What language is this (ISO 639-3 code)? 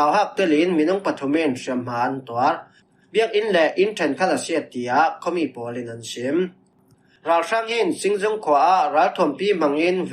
cfm